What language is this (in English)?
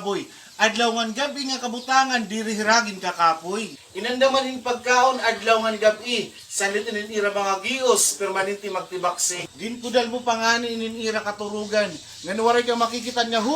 Waray